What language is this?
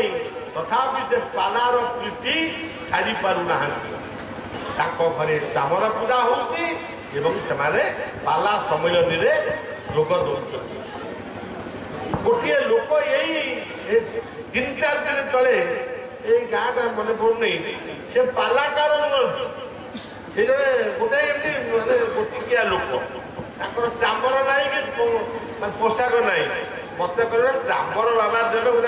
Odia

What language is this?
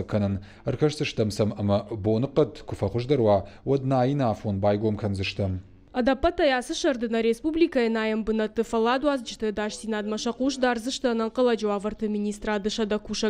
Ossetic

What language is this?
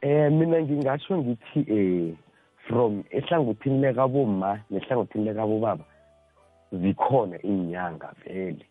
South Ndebele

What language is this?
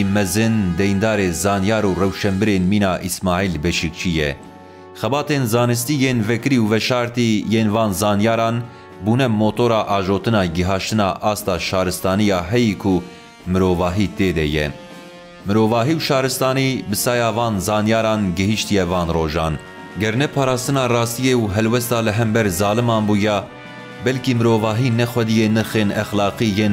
Kurdish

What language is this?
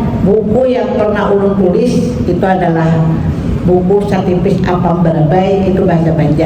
Banjar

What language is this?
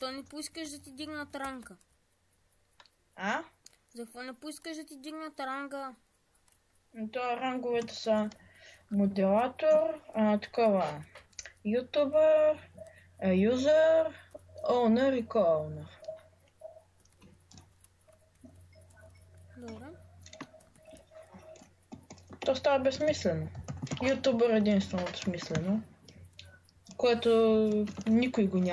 Bulgarian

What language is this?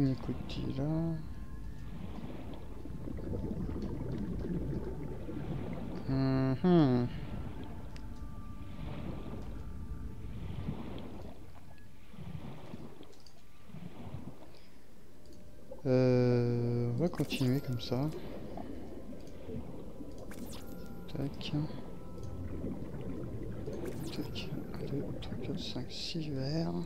French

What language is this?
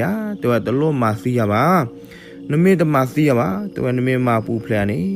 S'gaw Karen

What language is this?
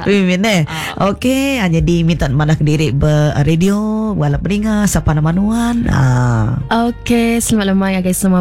Iban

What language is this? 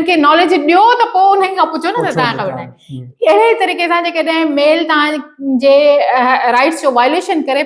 Sindhi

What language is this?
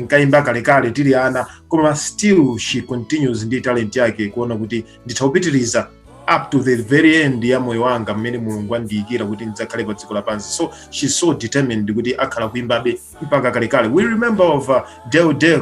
Nyanja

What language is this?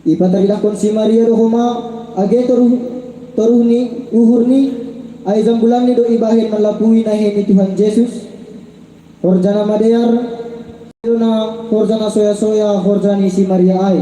Batak Simalungun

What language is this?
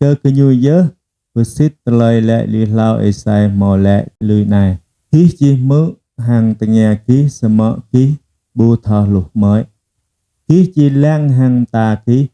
Jarai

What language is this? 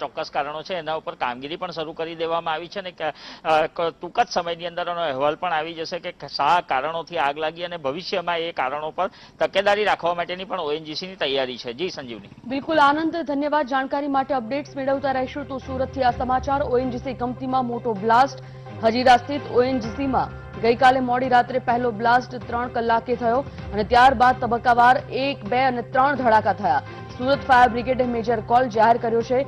Gujarati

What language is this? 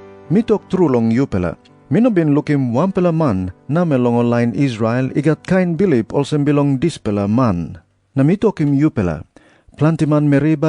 Tok Pisin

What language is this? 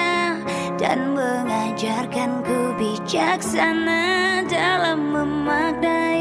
Indonesian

